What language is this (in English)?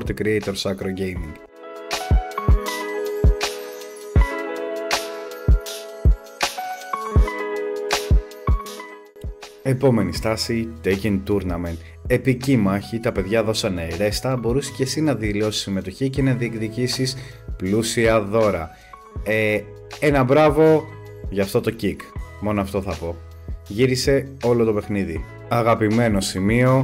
Greek